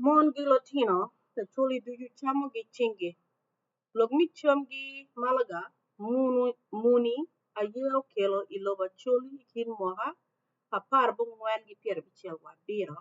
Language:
Acoli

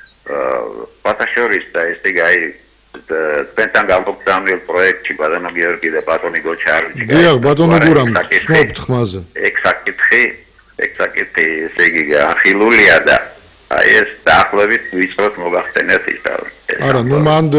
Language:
Georgian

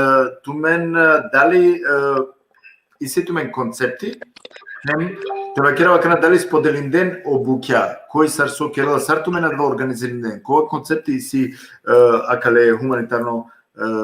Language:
Balkan Romani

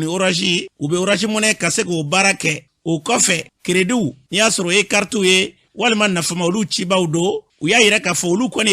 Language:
Bambara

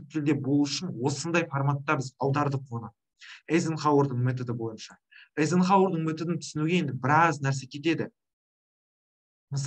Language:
Kazakh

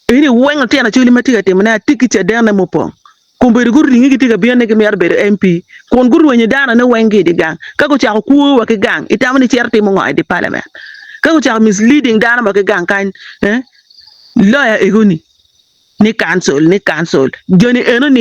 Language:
Acoli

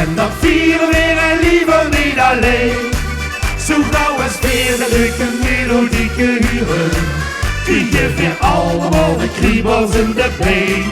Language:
Limburgish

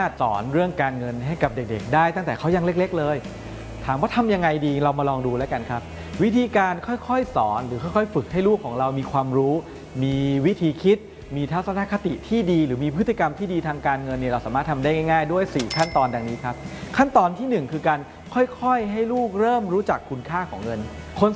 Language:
Thai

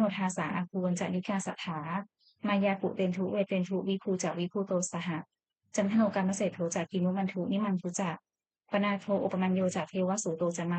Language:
Pali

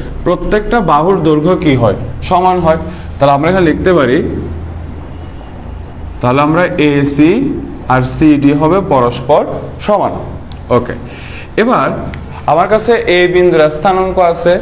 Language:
Bangla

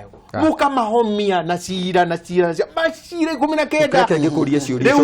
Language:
Kikuyu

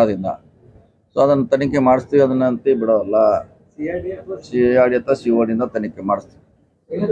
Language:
Kannada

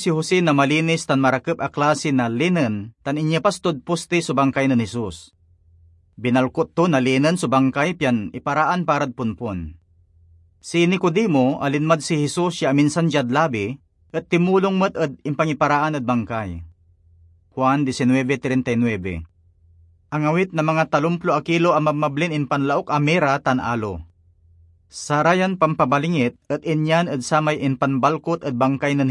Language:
Pangasinan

